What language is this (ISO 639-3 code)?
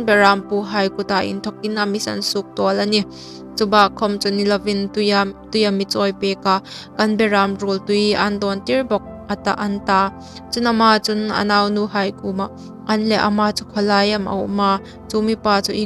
hmr